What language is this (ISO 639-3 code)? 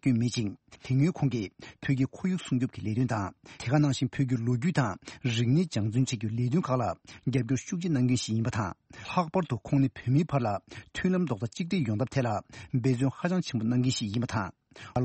bod